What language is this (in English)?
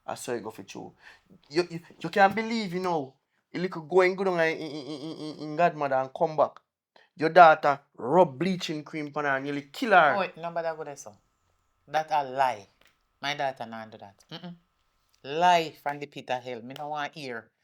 Jamaican Creole English